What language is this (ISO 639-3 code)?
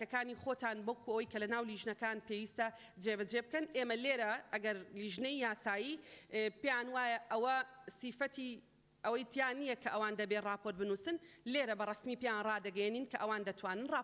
ckb